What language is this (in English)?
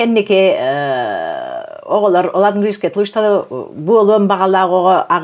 Yakut